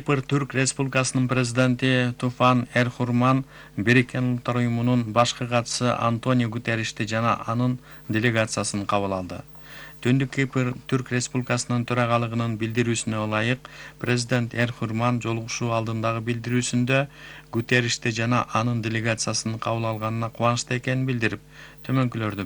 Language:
Kyrgyz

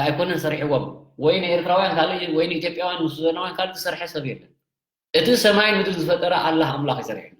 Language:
Tigrinya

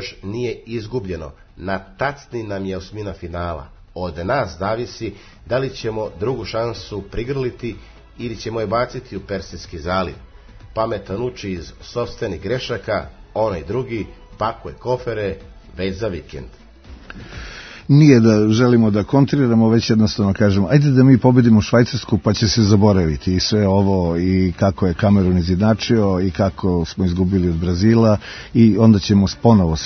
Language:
Serbian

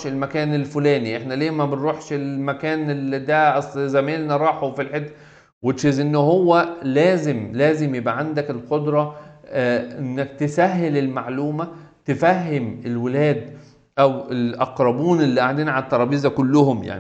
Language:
Egyptian Arabic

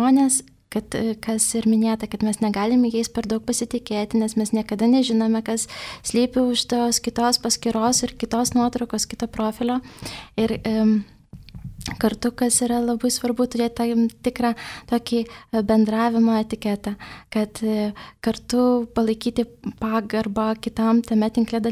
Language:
Lithuanian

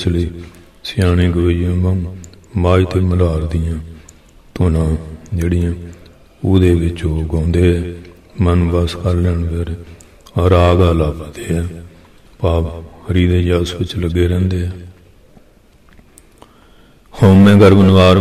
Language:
Punjabi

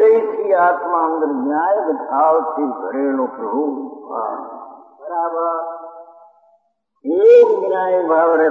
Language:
Gujarati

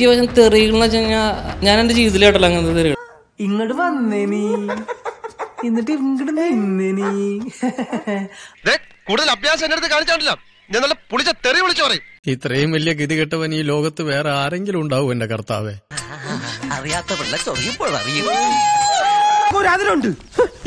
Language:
Malayalam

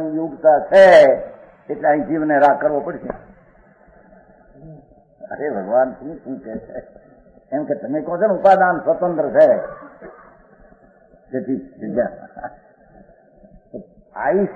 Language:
Gujarati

